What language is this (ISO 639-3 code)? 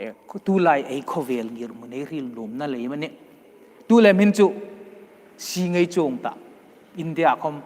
hmr